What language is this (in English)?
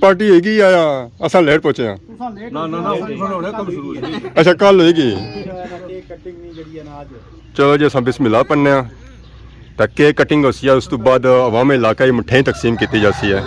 Pahari-Potwari